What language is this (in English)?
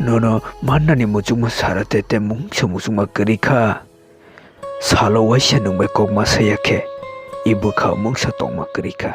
Kok Borok